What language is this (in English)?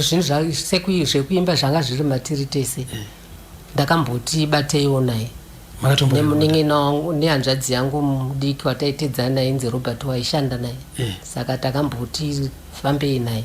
Shona